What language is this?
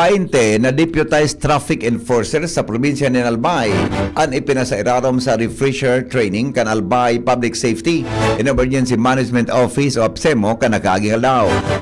Bikol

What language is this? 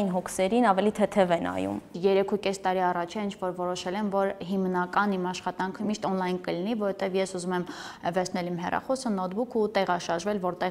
Armenian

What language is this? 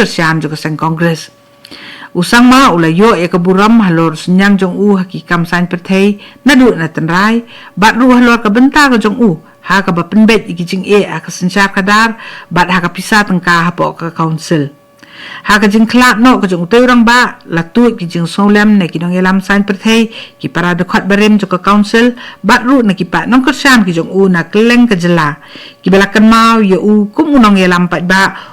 Khasi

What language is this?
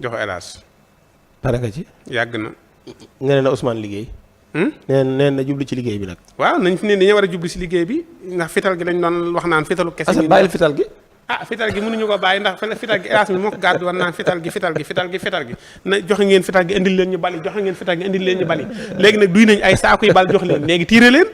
Wolof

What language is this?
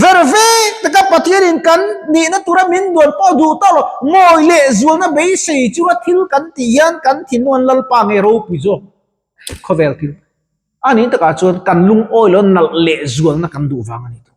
Mizo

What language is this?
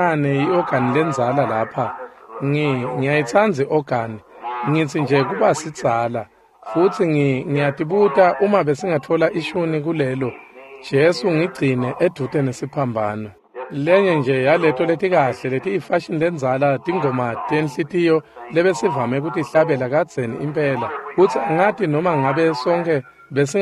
Swati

